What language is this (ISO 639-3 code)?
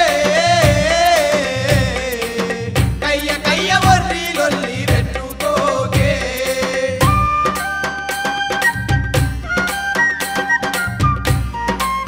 tel